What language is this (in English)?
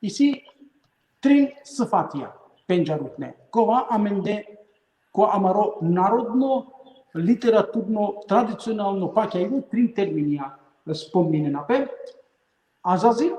Balkan Romani